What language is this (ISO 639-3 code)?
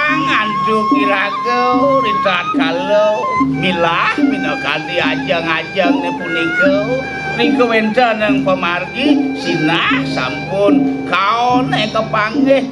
ban